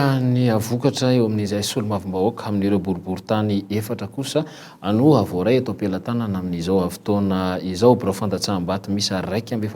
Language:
Malagasy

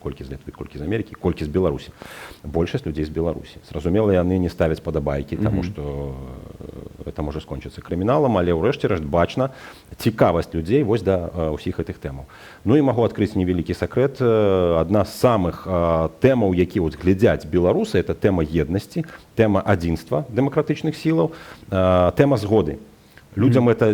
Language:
Belarusian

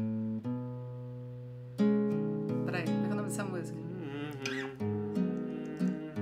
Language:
Portuguese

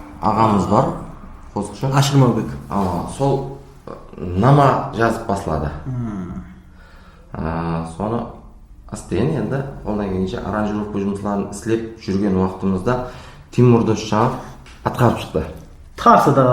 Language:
Kara-Kalpak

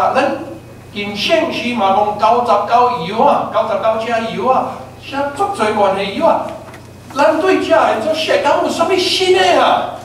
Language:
Min Nan Chinese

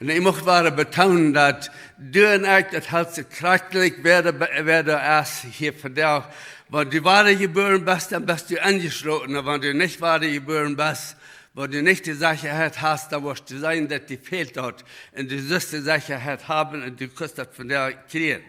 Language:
Plautdietsch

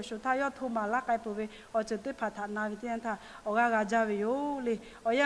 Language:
Lahu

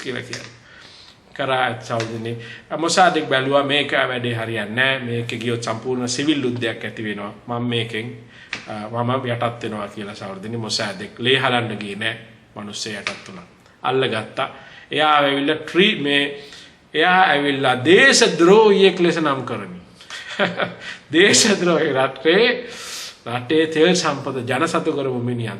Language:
Sinhala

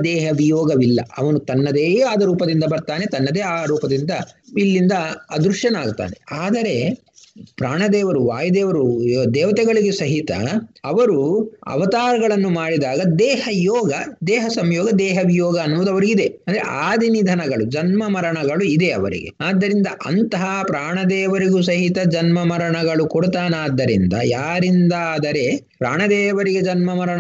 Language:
Kannada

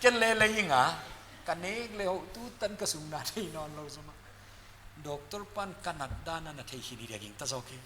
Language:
Paite Chin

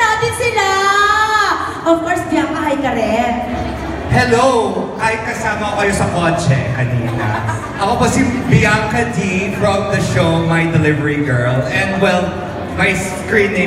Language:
Filipino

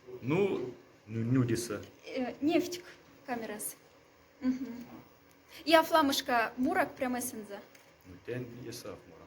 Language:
Moksha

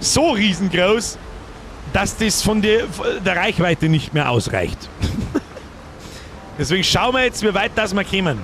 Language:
Bavarian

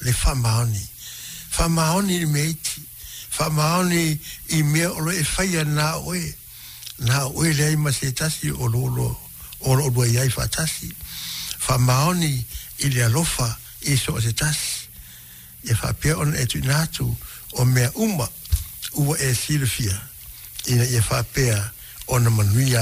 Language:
Samoan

